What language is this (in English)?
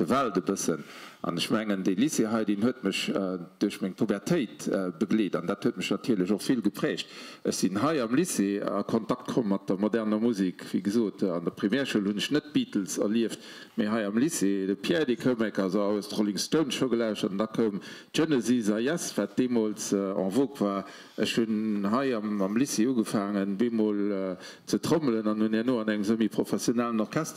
Luxembourgish